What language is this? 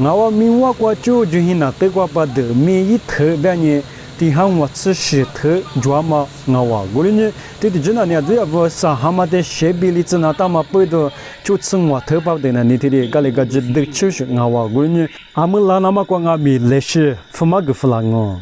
Lisu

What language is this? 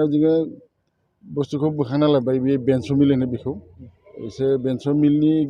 Bodo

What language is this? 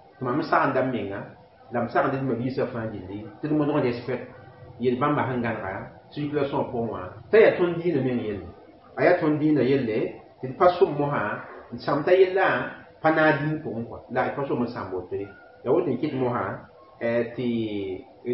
Mossi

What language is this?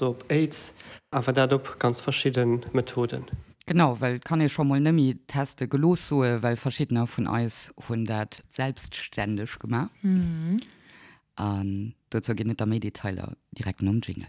Luxembourgish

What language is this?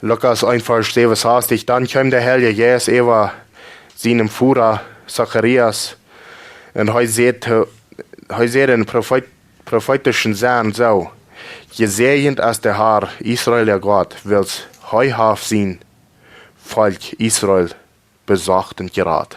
Plautdietsch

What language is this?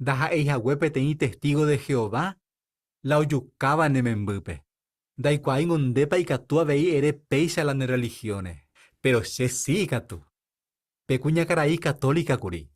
Guarani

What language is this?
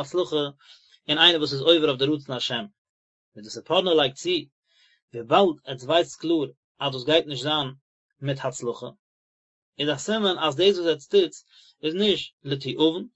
Yiddish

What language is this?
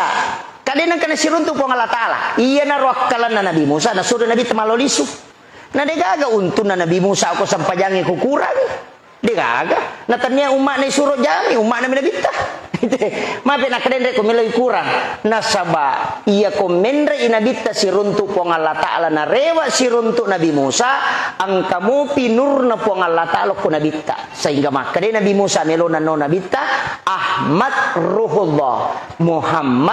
Buginese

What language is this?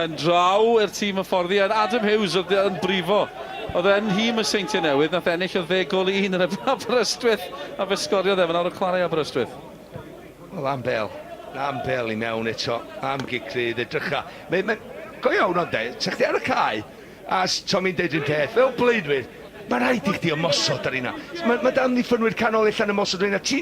Welsh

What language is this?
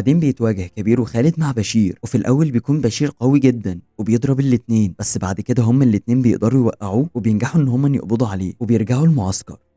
Egyptian Arabic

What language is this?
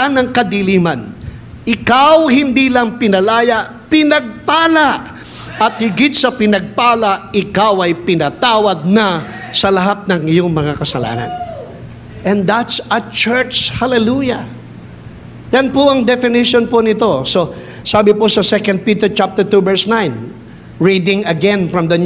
Filipino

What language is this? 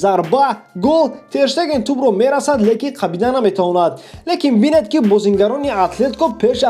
Tajik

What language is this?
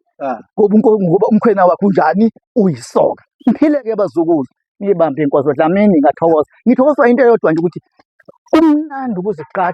Zulu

